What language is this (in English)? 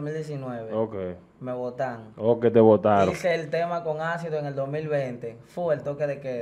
Spanish